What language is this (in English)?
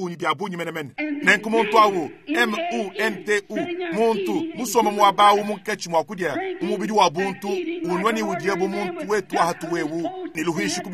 Luba-Lulua